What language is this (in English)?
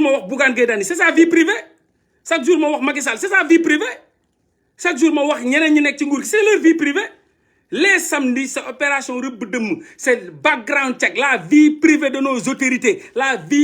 Wolof